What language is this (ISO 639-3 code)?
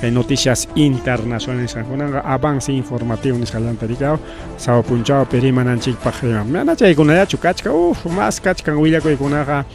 quy